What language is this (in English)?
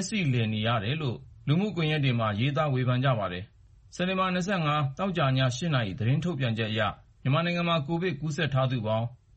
Burmese